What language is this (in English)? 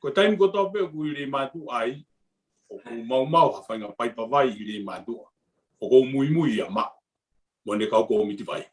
Tongan